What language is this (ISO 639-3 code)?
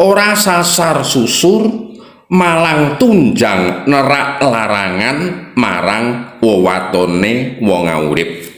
jav